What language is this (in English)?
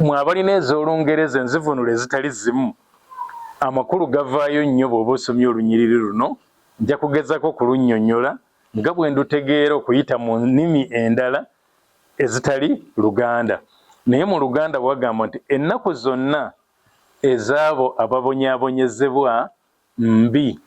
Ganda